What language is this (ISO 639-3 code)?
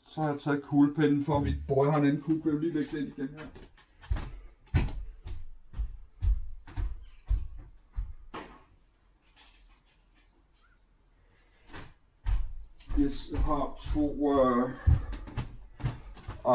dan